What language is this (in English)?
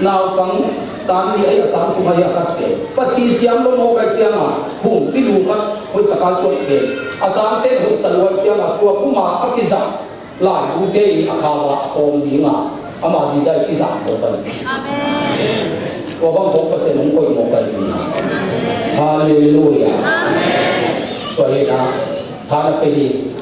Tedim Chin